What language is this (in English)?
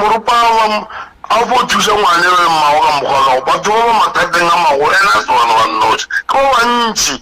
Northern Sotho